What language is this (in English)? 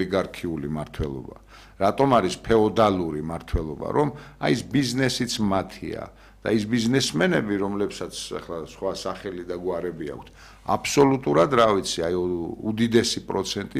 Georgian